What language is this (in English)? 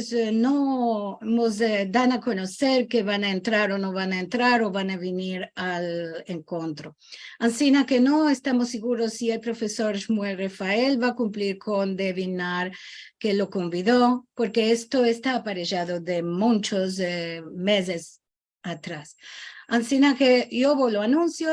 Ladino